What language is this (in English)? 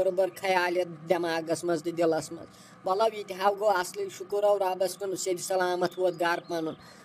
Kashmiri